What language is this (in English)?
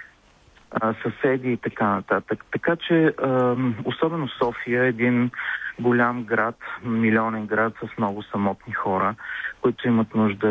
Bulgarian